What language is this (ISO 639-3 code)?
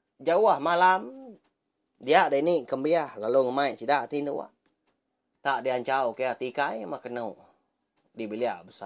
iba